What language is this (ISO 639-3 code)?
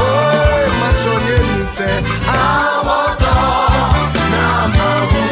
ewe